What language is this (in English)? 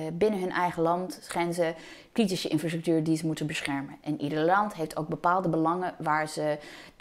Dutch